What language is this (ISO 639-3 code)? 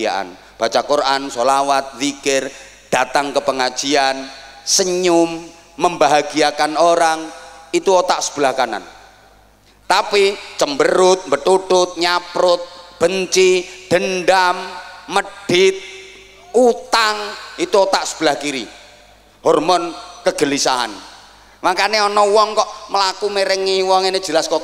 ind